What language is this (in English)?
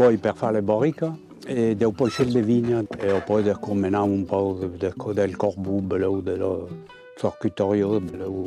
Occitan